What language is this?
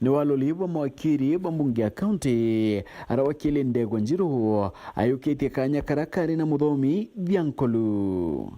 Meru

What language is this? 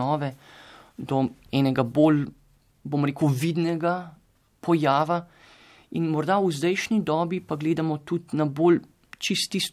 Slovenian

